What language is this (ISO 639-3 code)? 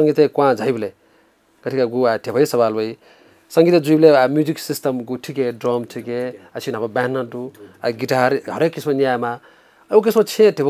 new